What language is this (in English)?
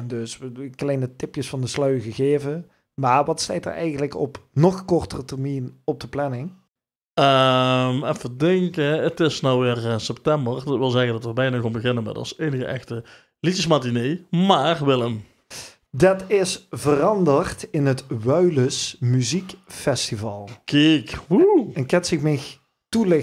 Limburgish